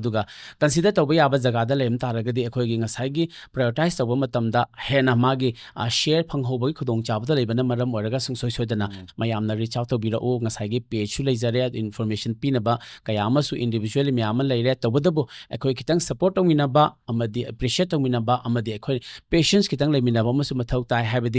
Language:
Manipuri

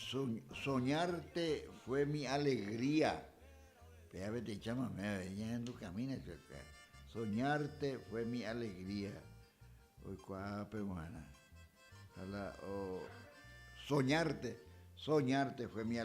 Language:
Guarani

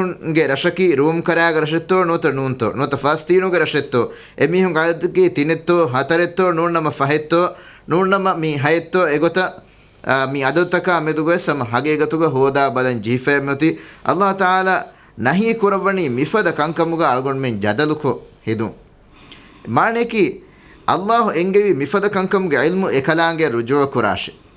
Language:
Divehi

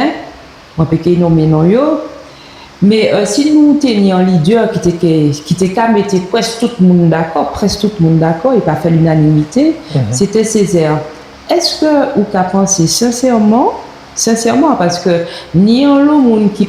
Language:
Guadeloupean Creole French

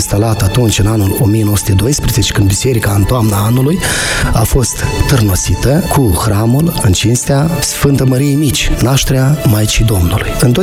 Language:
Romanian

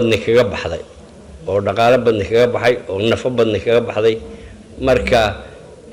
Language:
Somali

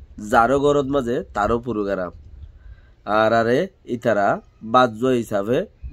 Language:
Rohingya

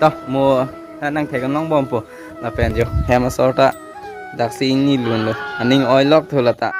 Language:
Karbi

